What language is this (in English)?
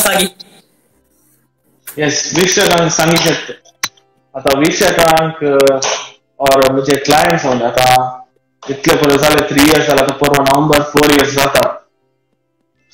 Konkani